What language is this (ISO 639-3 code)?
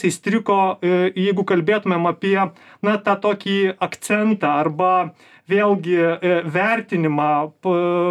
lit